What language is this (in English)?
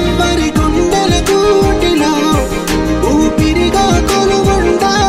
Telugu